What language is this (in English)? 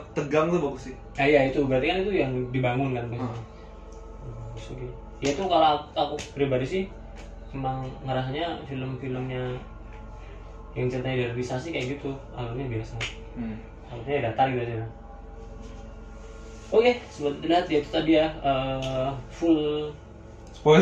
Indonesian